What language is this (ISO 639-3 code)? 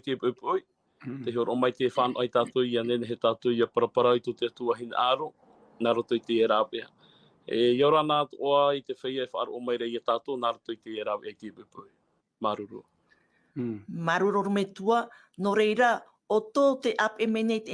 tah